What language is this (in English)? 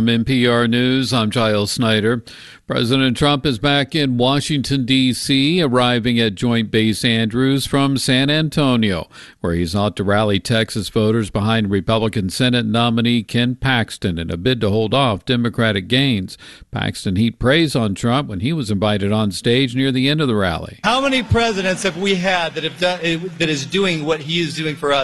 English